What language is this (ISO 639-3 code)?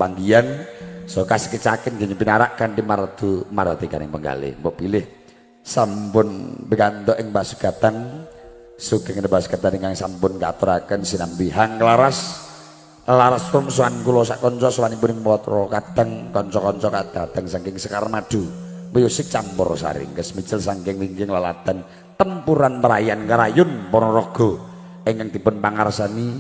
jav